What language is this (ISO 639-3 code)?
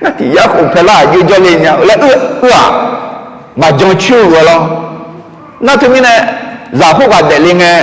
ahk